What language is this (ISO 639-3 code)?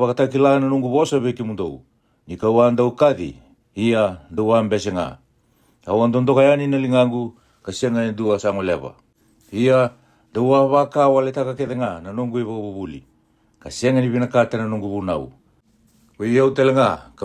fij